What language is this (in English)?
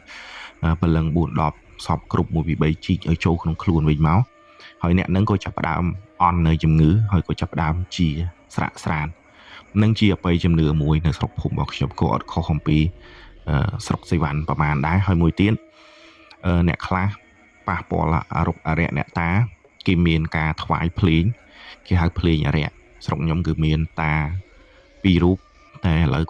Khmer